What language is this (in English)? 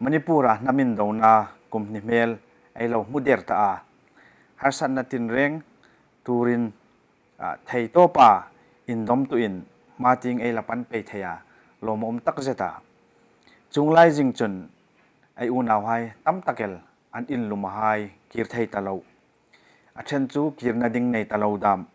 Hmar